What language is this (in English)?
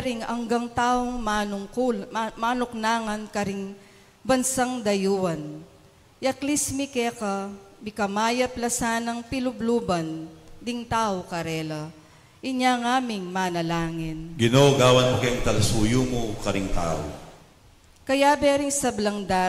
Pampanga